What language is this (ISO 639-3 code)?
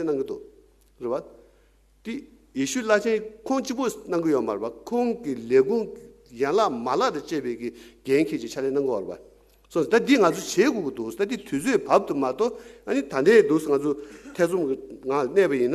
bod